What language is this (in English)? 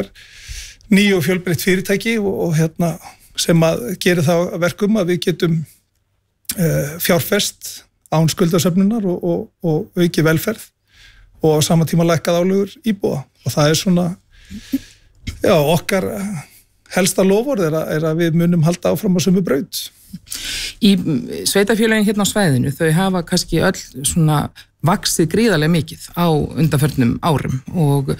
Icelandic